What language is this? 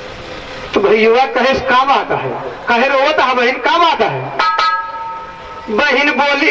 Bhojpuri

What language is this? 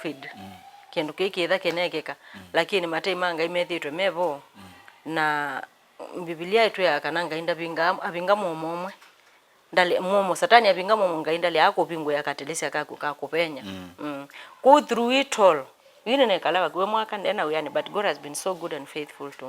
Kamba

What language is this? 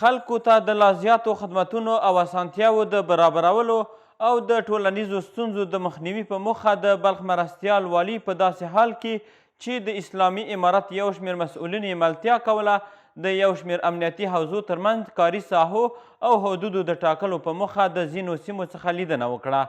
Pashto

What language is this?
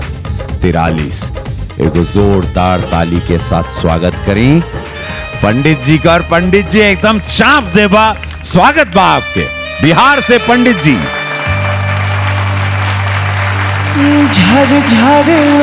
Bhojpuri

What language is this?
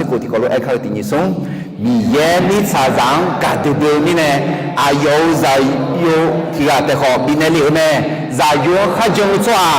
Akha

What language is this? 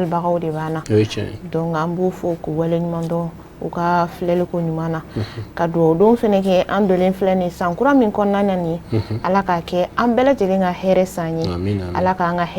Bambara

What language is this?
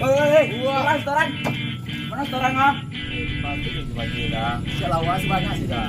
Minangkabau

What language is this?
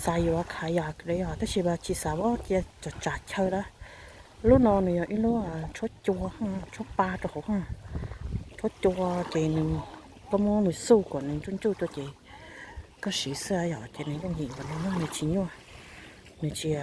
Hmong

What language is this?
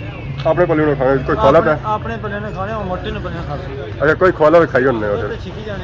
Pahari-Potwari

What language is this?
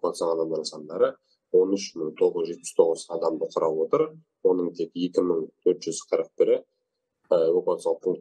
Kazakh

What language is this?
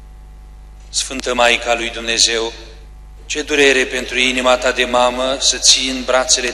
Romanian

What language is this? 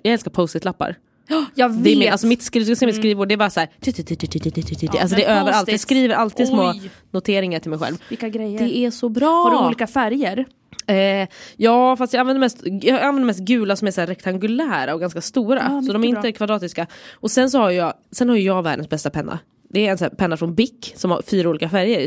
Swedish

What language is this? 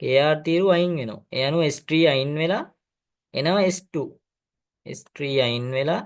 Sinhala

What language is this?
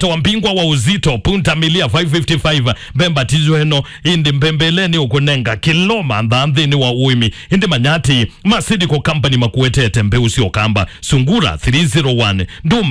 Kamba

